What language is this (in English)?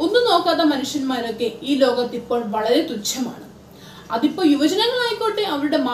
Malayalam